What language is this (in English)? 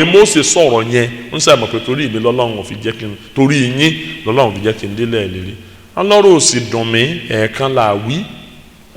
Yoruba